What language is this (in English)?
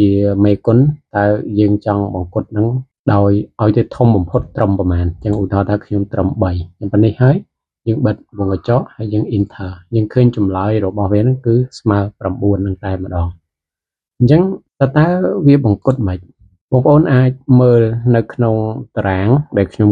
Khmer